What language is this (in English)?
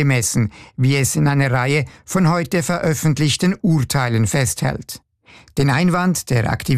German